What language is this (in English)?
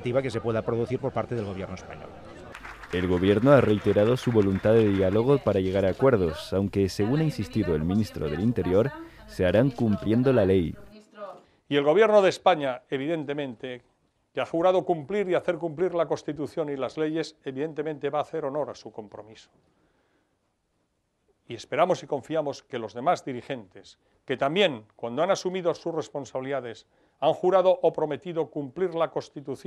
Spanish